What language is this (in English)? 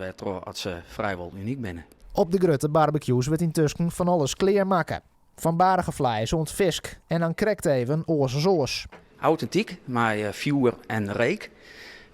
Western Frisian